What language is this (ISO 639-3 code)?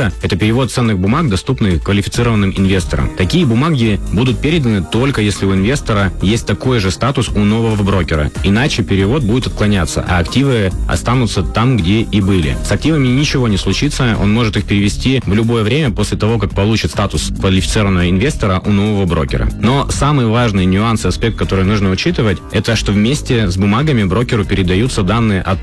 rus